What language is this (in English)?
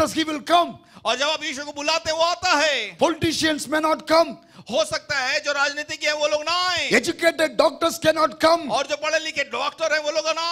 Hindi